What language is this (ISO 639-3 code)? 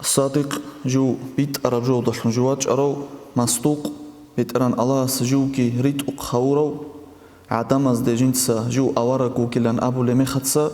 ava